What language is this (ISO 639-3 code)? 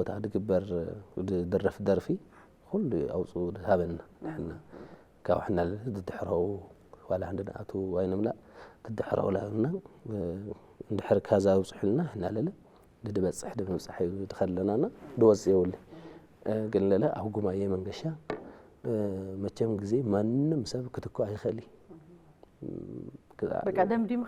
tir